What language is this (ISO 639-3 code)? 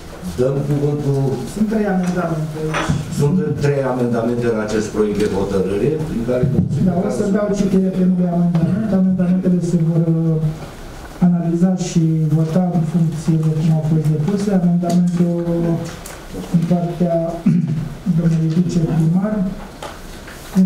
ron